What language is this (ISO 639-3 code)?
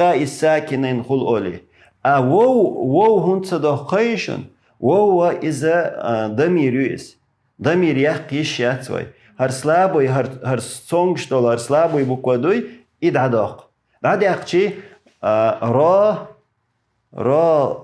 che